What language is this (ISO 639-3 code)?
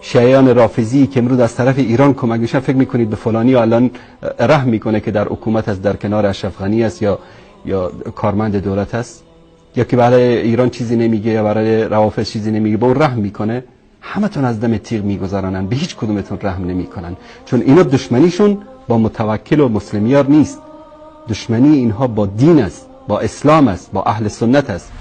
fas